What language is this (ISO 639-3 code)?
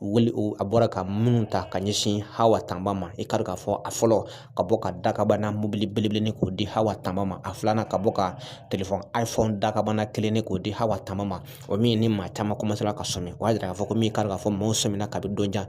bam